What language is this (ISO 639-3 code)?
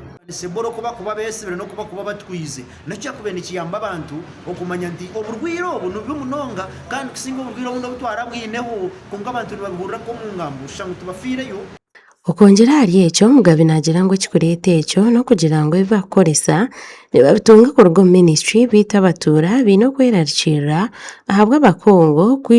nyn